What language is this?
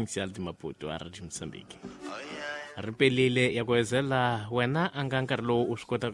Tsonga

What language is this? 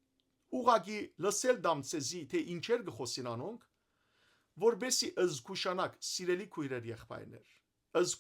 Western Armenian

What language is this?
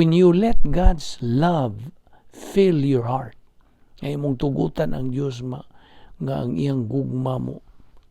Cebuano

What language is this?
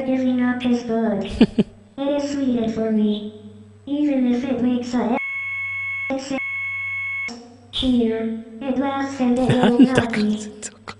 Japanese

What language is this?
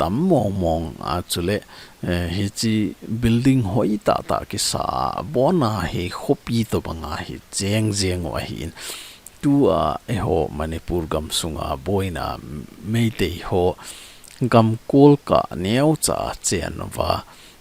Thado Chin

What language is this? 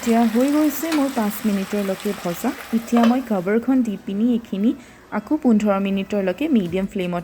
Assamese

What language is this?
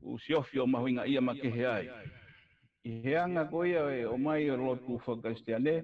Tongan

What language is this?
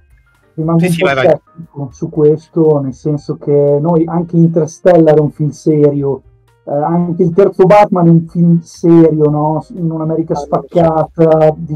Italian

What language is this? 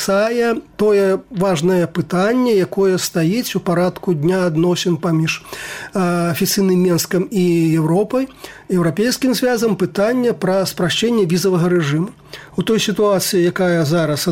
Belarusian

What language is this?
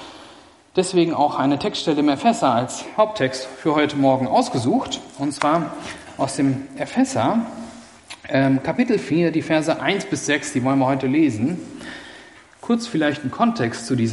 German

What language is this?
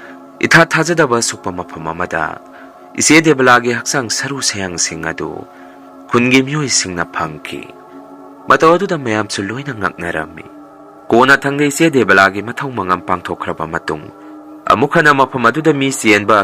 Manipuri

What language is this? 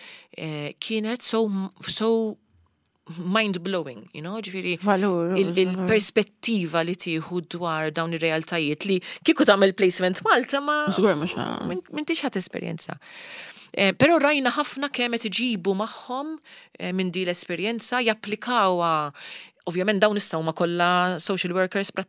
Maltese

